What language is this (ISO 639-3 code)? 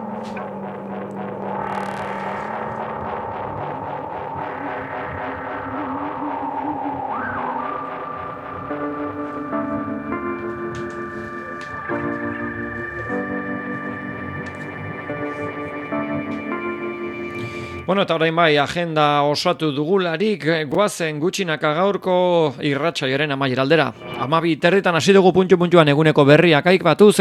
eus